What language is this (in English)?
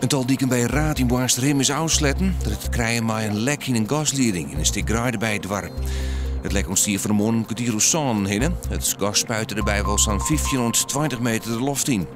Western Frisian